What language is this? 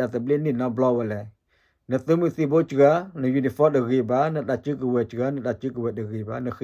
S'gaw Karen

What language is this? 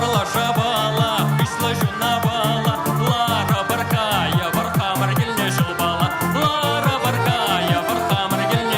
Chuvash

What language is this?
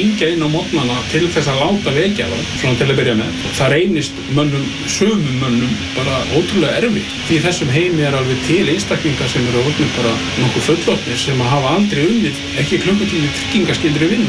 Icelandic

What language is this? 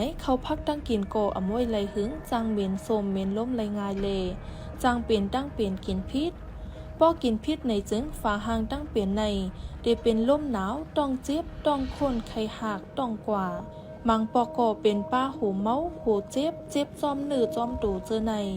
Shan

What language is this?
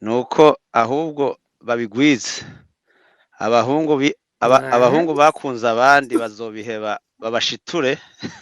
Kinyarwanda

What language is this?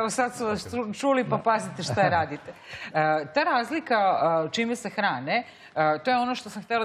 Serbian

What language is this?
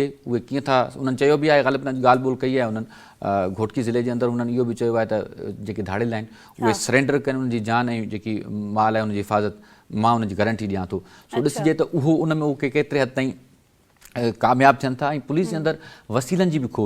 Sindhi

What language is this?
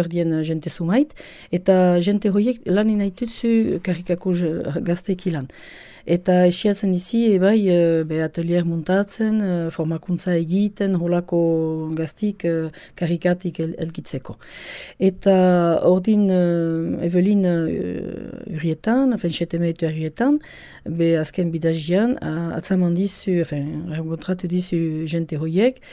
Basque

